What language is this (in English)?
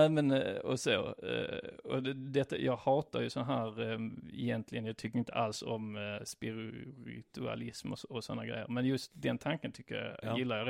Swedish